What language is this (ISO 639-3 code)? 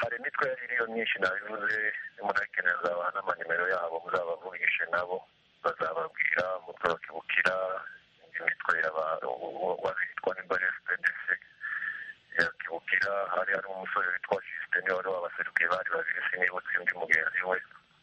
kin